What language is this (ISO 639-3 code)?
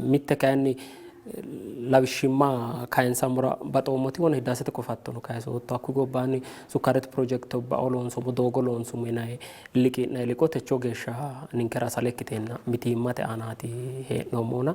sid